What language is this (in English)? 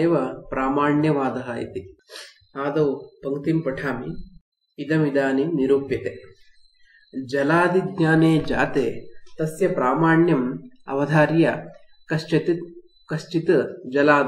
Sanskrit